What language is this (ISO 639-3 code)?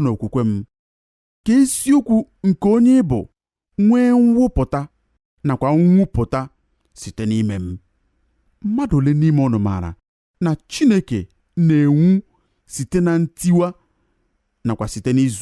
ibo